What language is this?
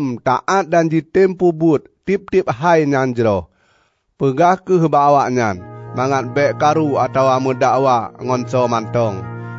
Achinese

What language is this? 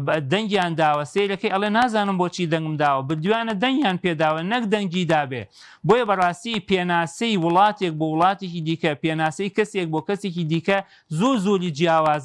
Central Kurdish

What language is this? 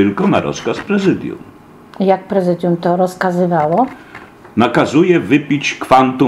Polish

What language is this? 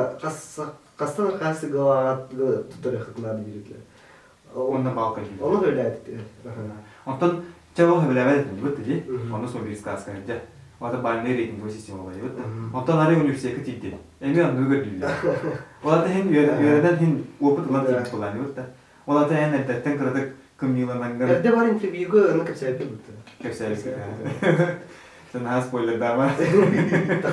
Yakut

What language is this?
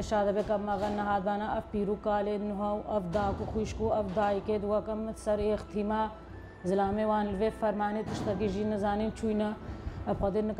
Kurdish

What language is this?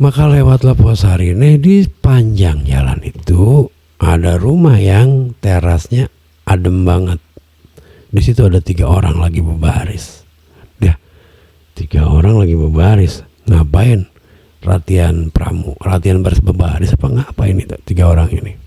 Betawi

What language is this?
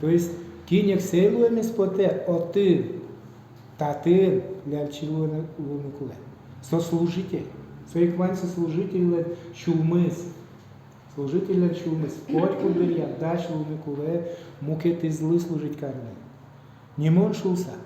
Udmurt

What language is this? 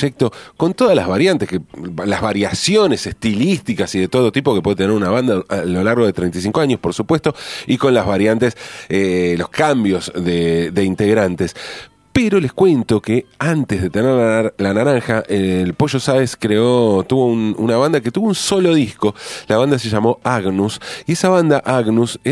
Spanish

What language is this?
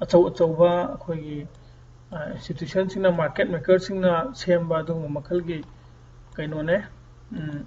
Manipuri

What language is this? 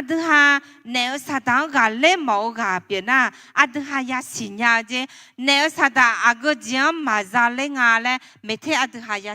Akha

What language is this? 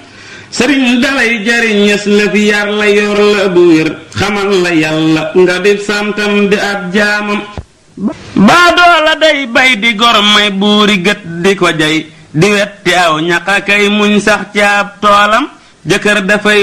Wolof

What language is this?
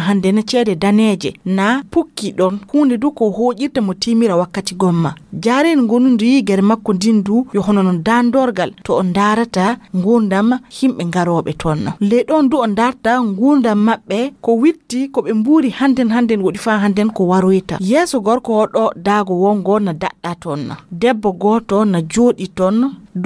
Fula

